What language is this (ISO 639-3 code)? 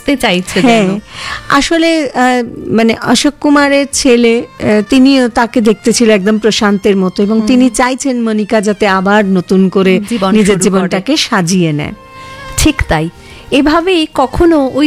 ben